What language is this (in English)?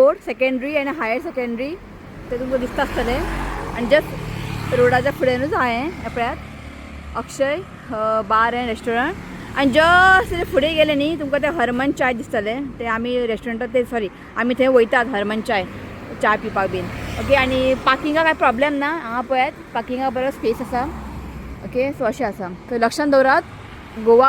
Konkani